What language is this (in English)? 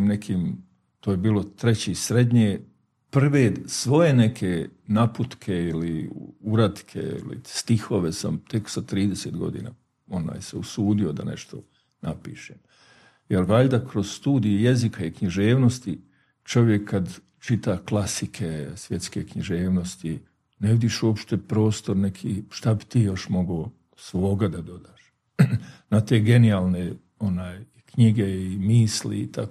Bosnian